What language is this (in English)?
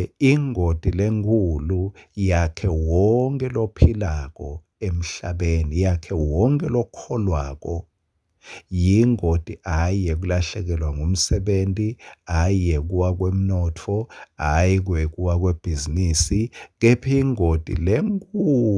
Swati